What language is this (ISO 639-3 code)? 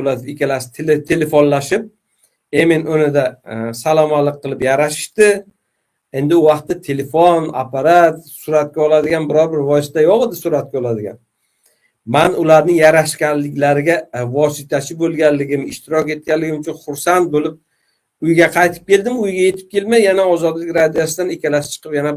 uzb